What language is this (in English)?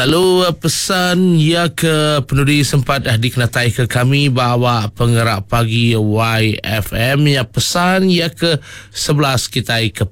Iban